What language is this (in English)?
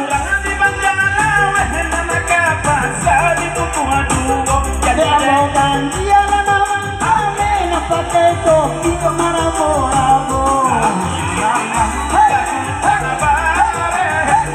Minangkabau